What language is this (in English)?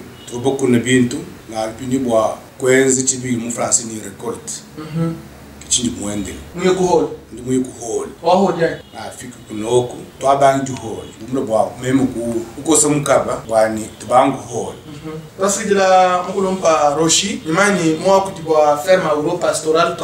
Luba-Lulua